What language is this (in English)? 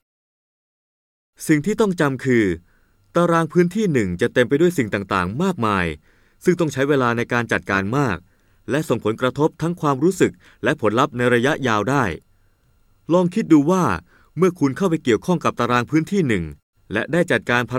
Thai